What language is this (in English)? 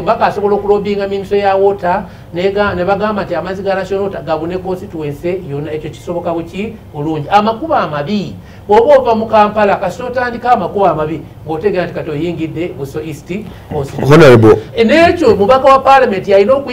Ganda